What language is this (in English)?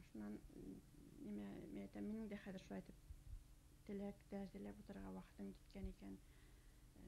Bashkir